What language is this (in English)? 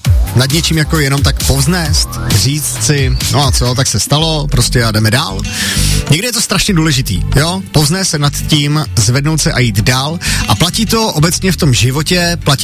Czech